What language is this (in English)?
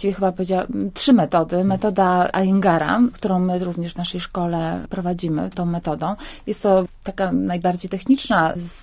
Polish